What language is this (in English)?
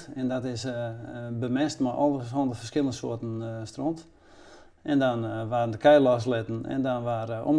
Western Frisian